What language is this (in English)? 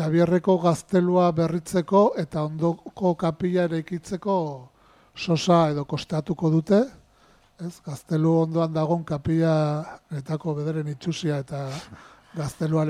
Basque